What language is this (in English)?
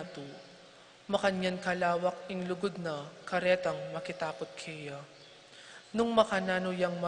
Pampanga